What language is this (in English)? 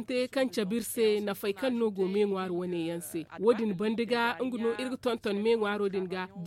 Zarma